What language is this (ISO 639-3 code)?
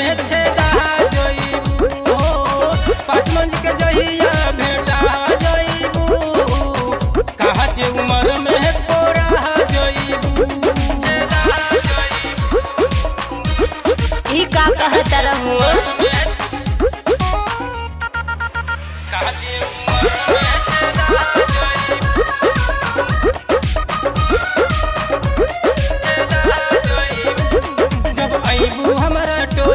bho